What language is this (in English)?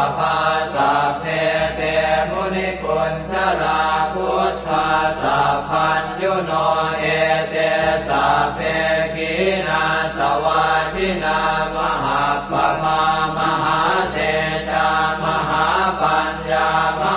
Pali